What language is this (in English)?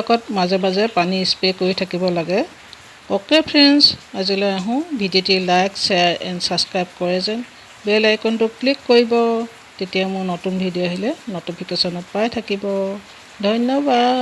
Assamese